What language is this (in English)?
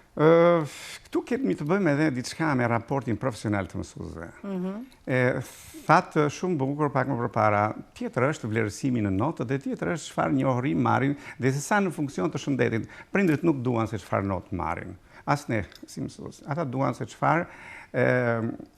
Albanian